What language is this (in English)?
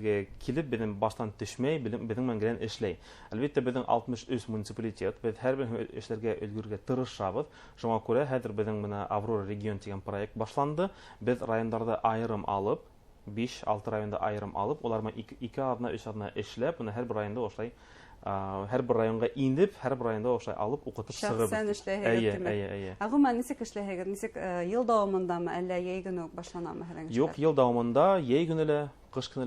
Bashkir